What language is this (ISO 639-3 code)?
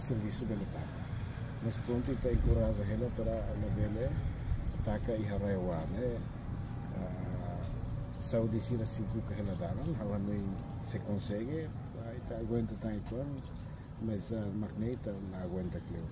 tet